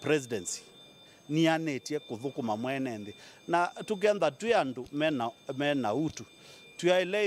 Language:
Kamba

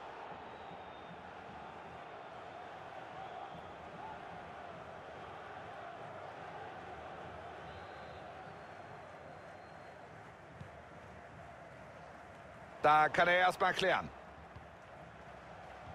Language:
German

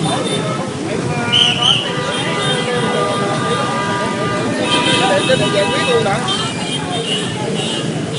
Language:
Vietnamese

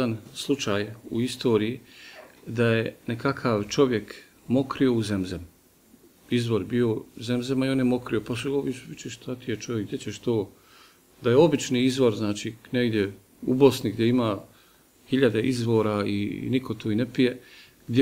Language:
Bosnian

